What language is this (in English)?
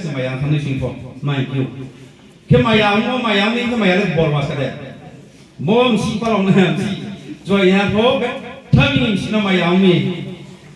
Riang (India)